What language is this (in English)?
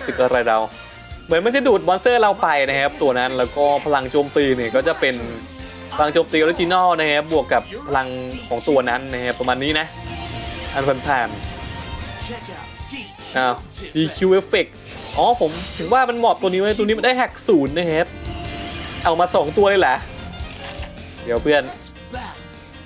Thai